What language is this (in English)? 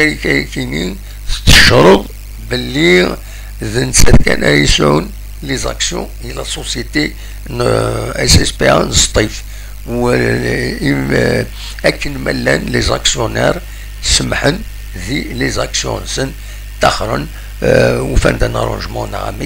Kabyle